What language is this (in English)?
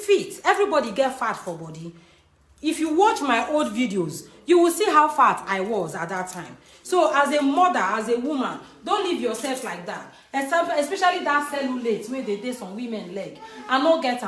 Nigerian Pidgin